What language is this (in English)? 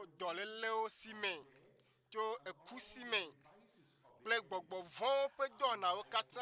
Ewe